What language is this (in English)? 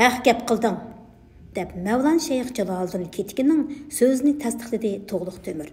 Uyghur